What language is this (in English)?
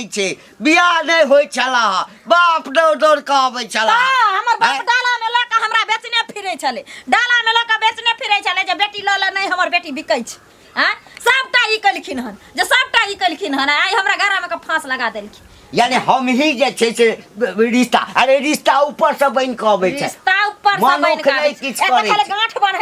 Maithili